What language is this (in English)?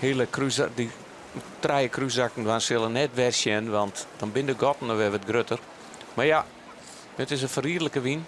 Western Frisian